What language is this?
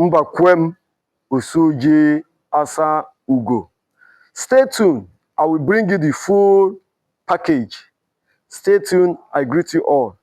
Igbo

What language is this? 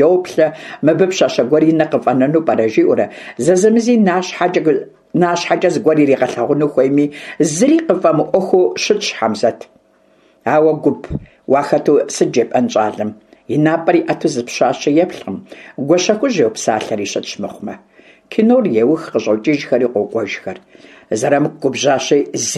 Kabardian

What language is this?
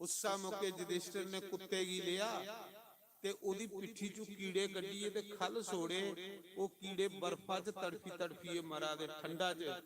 Dogri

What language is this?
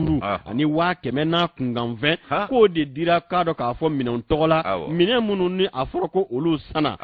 Bambara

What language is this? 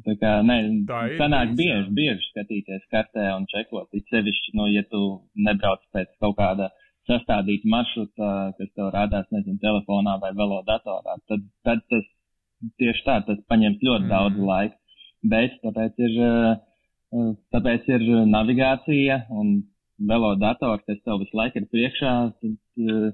Latvian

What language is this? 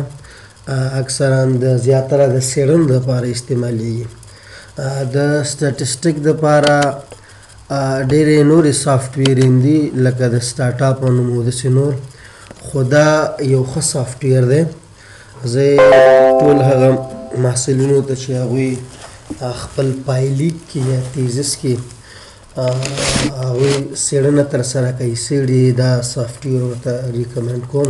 Pashto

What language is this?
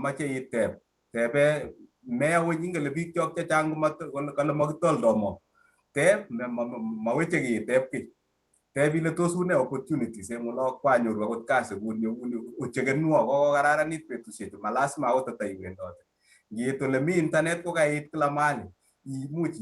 Kalenjin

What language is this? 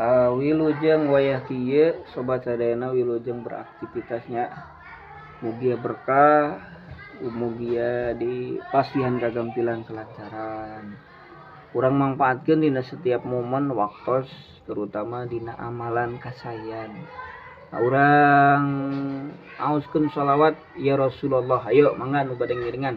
Sundanese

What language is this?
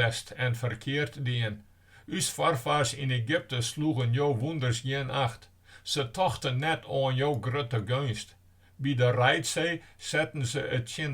Western Frisian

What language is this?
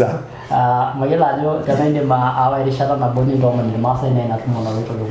Masai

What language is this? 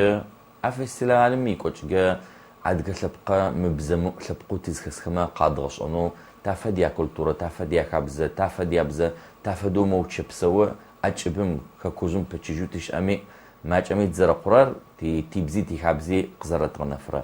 Adyghe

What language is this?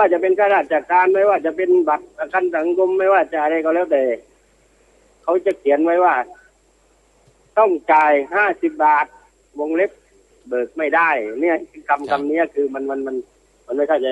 Thai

